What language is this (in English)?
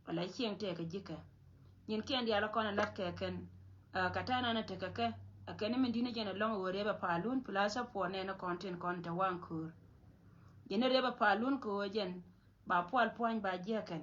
Nuer